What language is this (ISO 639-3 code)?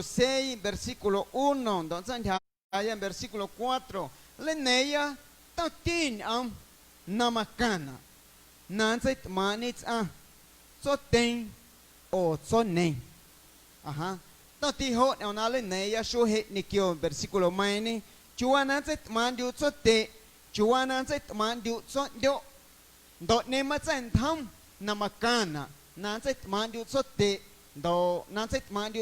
amu